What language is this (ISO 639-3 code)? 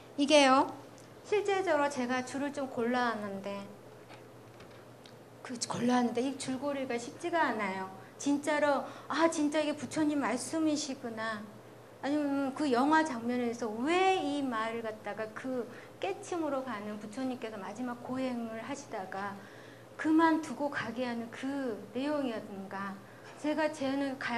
kor